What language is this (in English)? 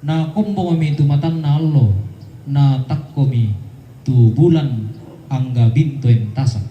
Toraja-Sa'dan